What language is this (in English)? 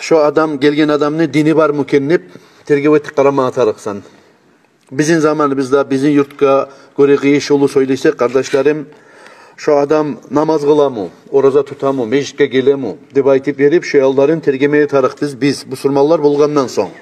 Kumyk